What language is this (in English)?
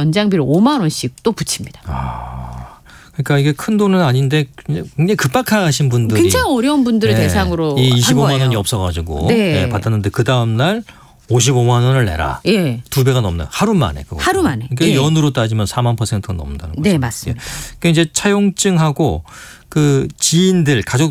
Korean